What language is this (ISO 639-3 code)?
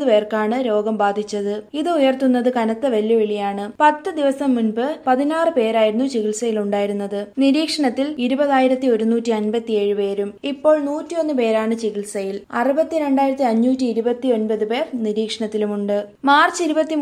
mal